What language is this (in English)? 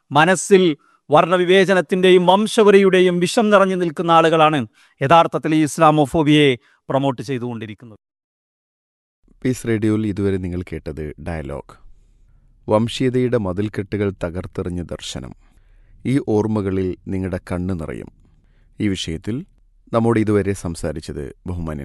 Malayalam